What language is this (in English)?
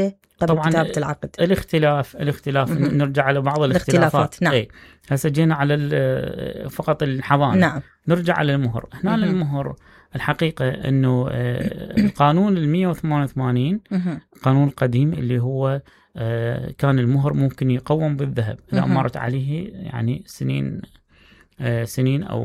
Mesopotamian Arabic